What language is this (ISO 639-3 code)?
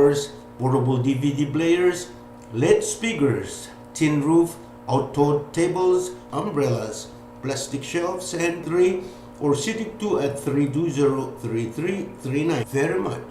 pon